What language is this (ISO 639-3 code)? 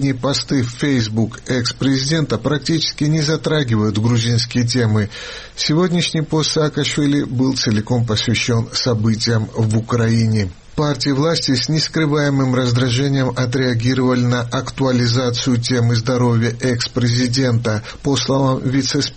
rus